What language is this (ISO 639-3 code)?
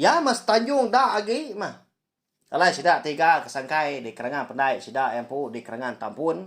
iba